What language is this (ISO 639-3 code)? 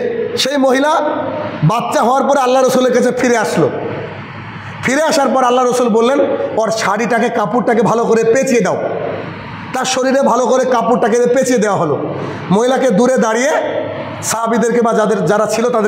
ben